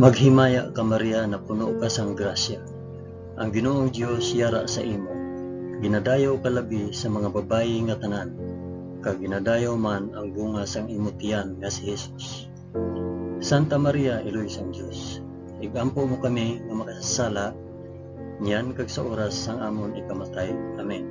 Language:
Hiligaynon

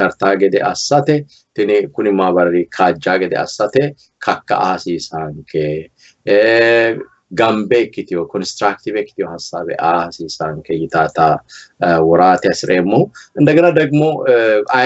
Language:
Sidamo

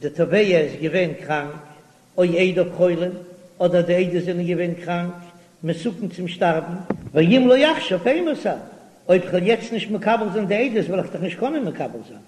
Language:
Yiddish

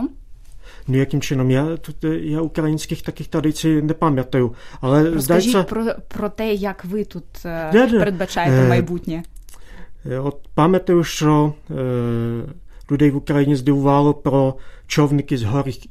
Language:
Ukrainian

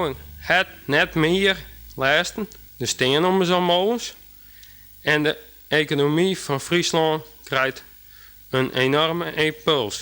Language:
Western Frisian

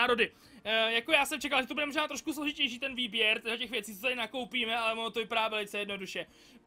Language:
Czech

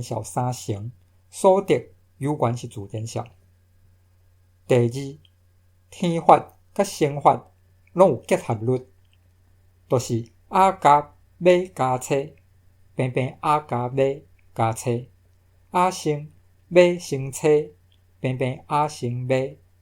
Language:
Min Nan Chinese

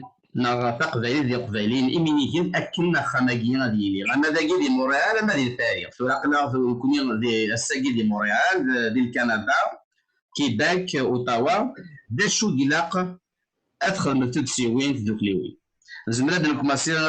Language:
Kabyle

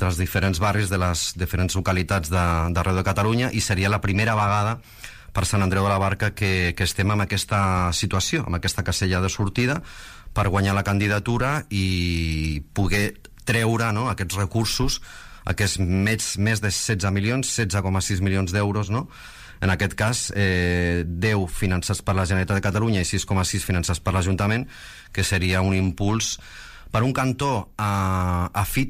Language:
Catalan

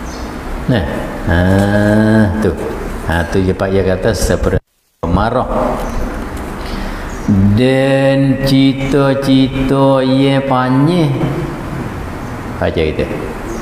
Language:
Malay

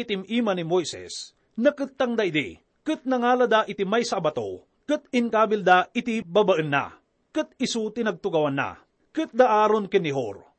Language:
Iloko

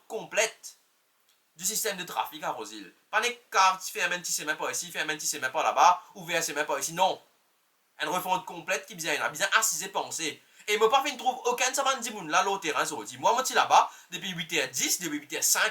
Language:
Morisyen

